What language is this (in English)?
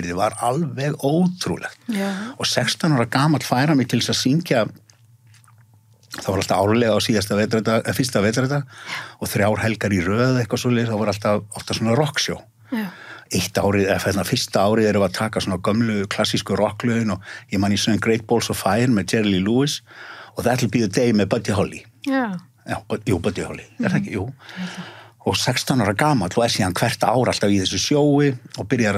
Icelandic